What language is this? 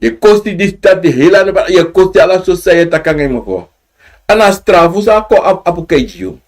Sranan Tongo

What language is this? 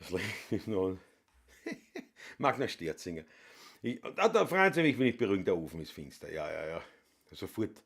Bavarian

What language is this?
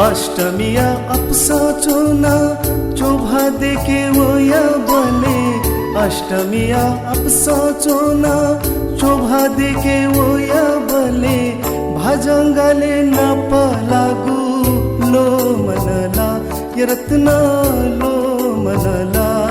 Newari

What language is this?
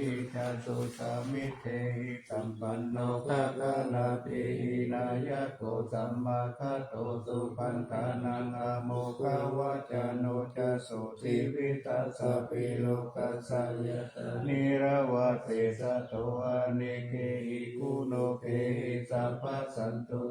Pali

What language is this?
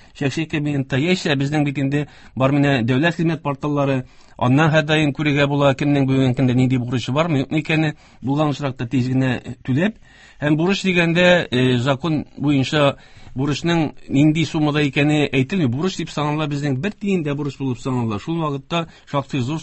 Tatar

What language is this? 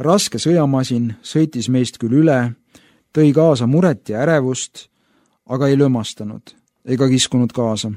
Estonian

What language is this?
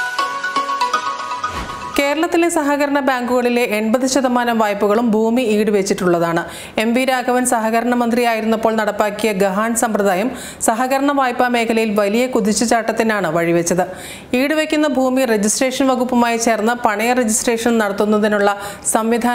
Malayalam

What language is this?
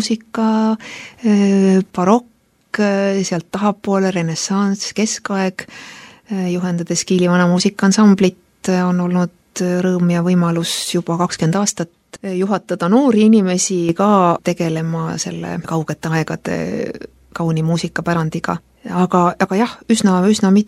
Estonian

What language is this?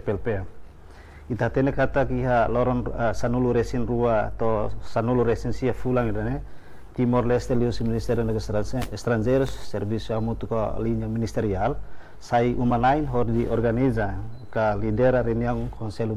Tetum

